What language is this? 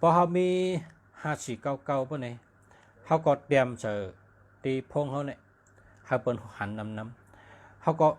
Shan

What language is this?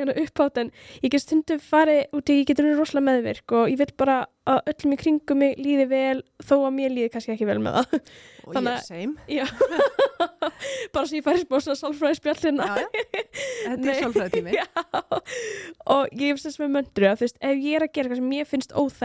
Icelandic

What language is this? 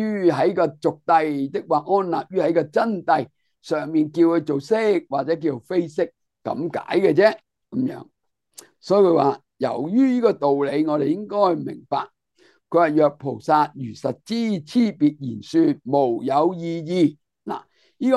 Cantonese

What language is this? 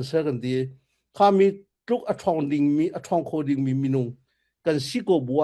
Falam Chin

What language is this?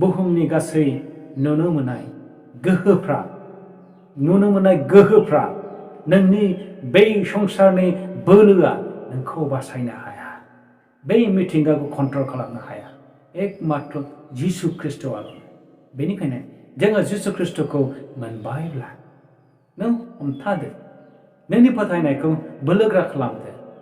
Bodo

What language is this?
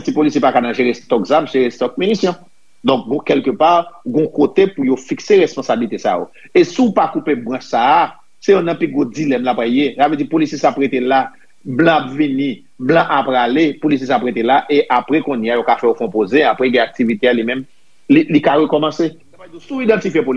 Haitian Creole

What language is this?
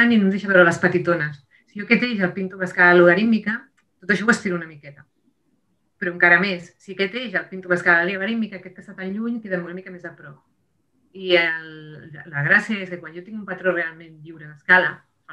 Catalan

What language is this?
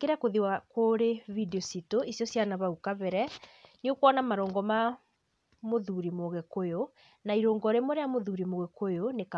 Kikuyu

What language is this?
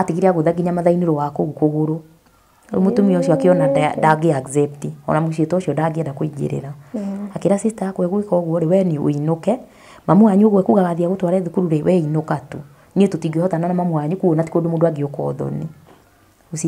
Kikuyu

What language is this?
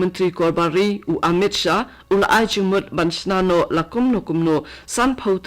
Khasi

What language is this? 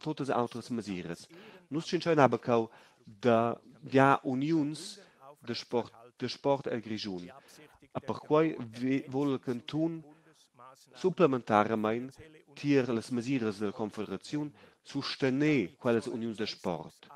Romansh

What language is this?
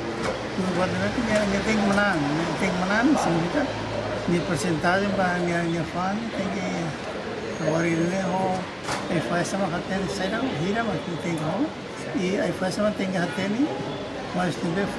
Tetum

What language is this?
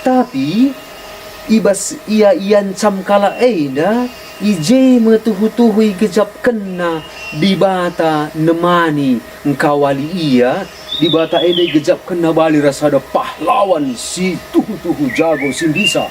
Batak Karo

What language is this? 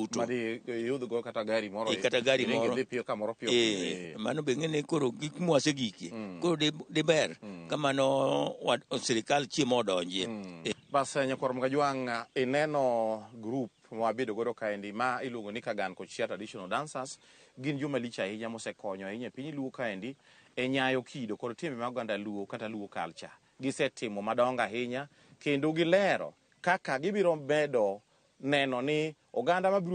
Luo (Kenya and Tanzania)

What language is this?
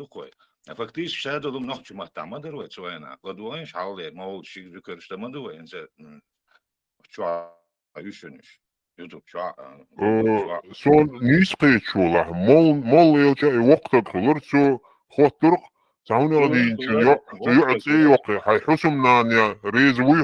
Chechen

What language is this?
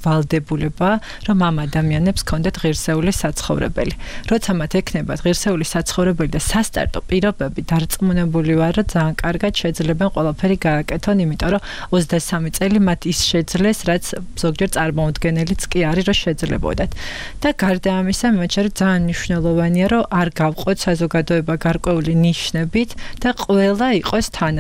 Georgian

